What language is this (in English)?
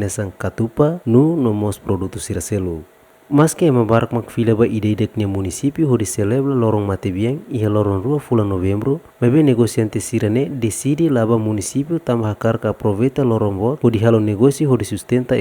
Tetum